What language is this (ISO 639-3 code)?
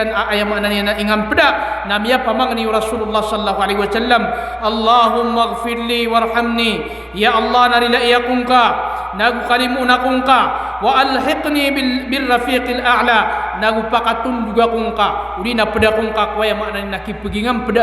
mrw